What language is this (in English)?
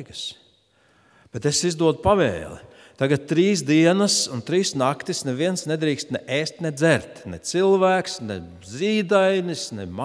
Latvian